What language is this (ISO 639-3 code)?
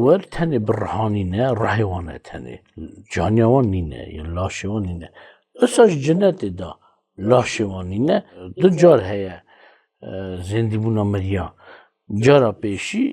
kur